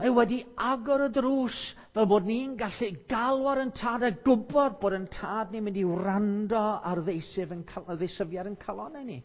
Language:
Welsh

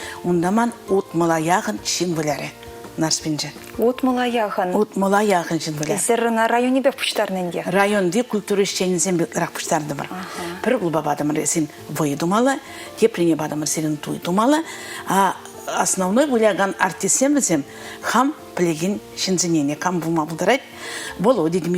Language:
Chuvash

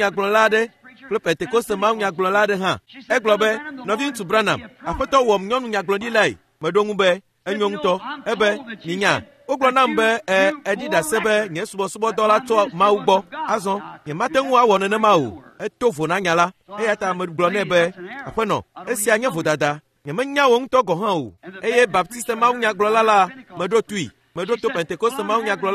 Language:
Ewe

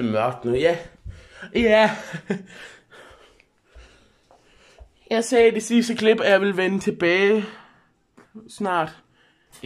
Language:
Danish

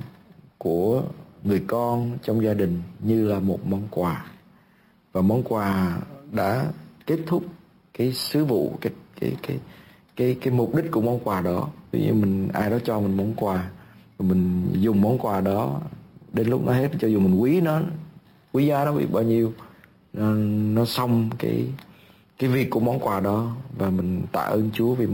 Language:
Vietnamese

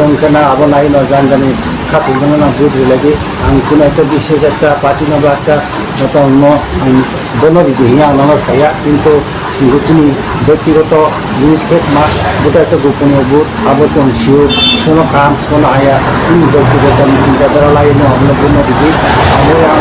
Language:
Riang (India)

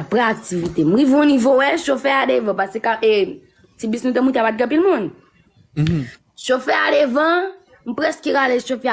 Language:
Haitian Creole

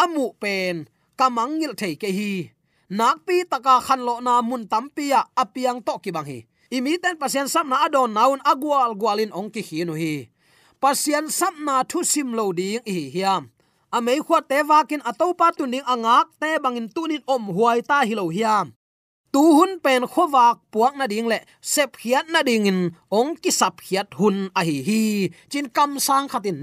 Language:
Tedim Chin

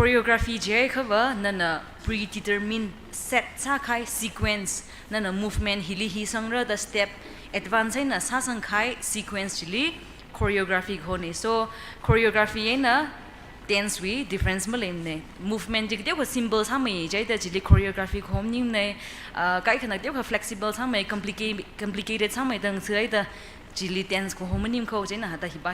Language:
Tangkhul Naga (India)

